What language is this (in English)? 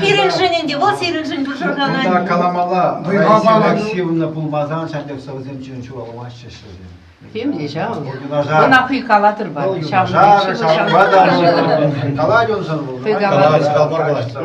Chuvash